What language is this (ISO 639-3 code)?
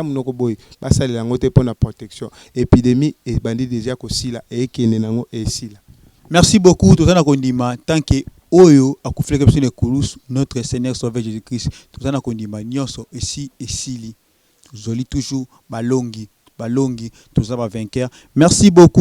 lin